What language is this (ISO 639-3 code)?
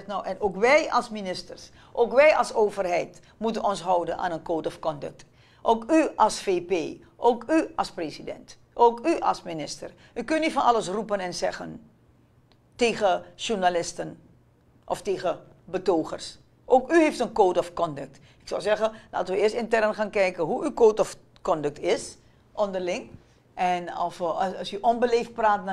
nld